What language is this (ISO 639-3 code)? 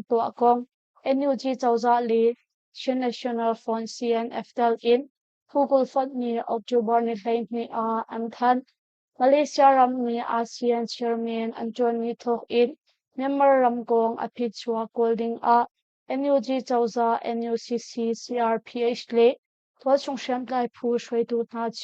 cnh